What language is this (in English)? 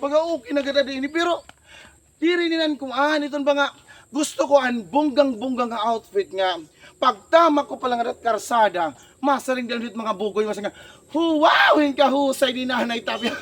Waray